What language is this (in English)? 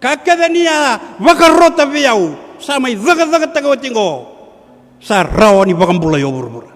Fijian